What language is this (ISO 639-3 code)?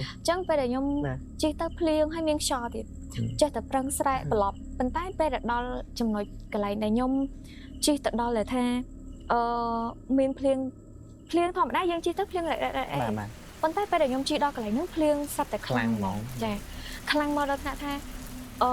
khm